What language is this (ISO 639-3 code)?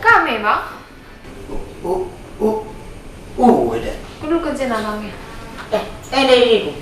btx